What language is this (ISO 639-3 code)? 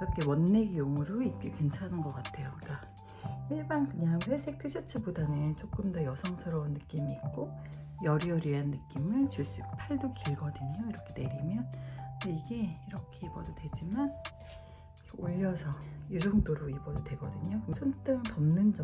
kor